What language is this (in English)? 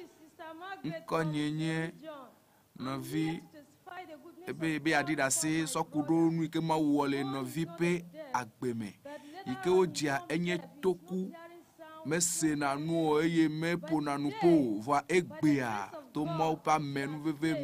Ewe